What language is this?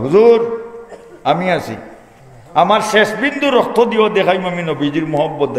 Sylheti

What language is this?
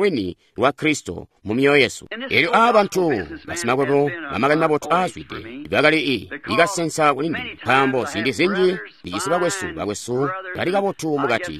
Tonga (Zambia)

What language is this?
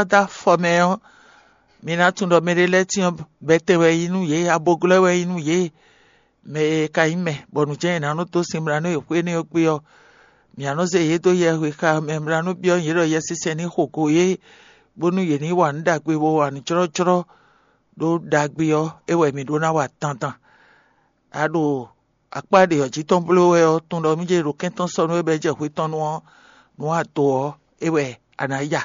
Fon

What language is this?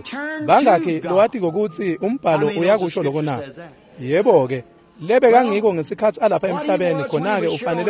Swati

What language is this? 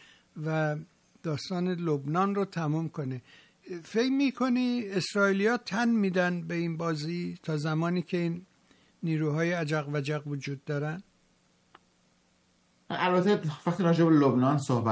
Persian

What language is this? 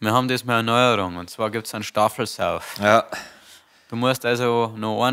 Bavarian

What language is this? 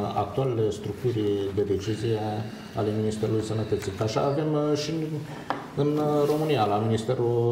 Romanian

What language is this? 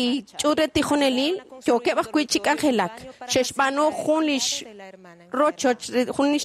Kekchí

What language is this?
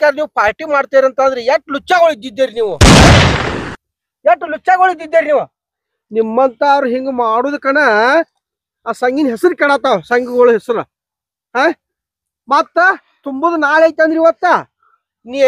Kannada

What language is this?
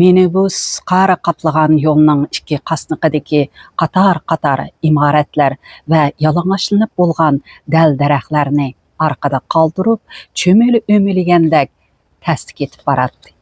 Uyghur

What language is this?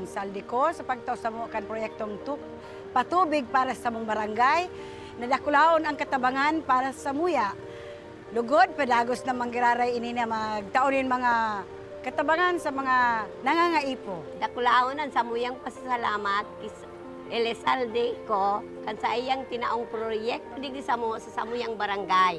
Bikol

